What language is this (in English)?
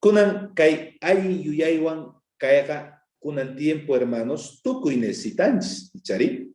South Bolivian Quechua